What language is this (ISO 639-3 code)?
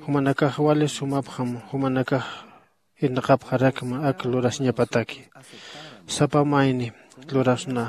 aym